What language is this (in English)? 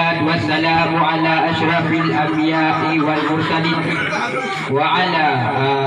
Achinese